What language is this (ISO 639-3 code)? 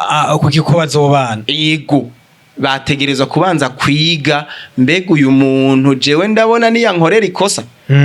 run